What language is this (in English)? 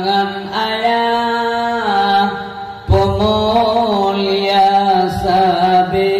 Achinese